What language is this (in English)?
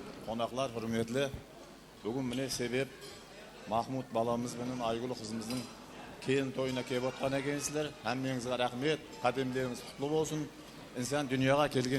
Kara-Kalpak